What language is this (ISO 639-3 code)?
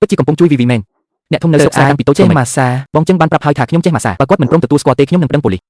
khm